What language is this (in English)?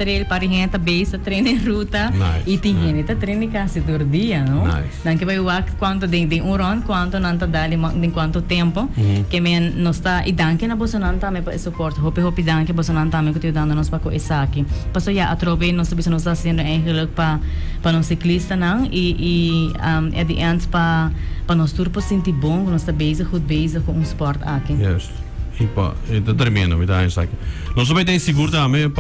Papiamento